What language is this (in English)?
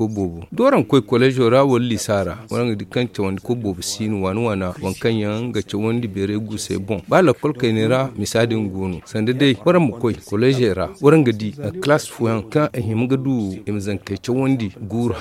Zarma